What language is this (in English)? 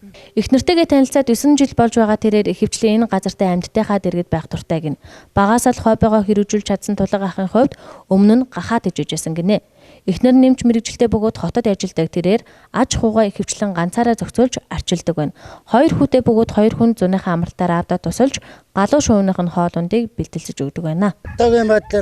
Mongolian